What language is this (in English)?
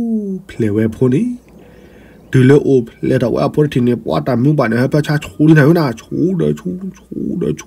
S'gaw Karen